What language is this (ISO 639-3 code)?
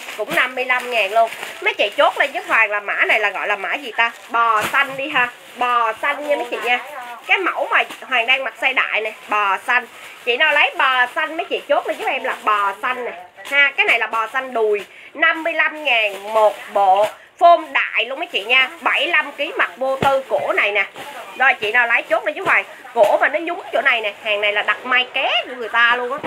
vie